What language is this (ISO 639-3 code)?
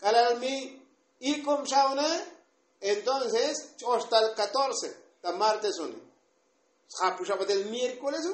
tzo